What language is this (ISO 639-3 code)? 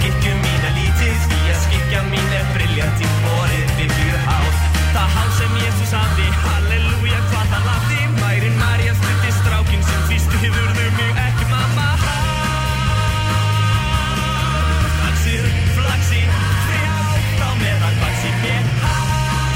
isl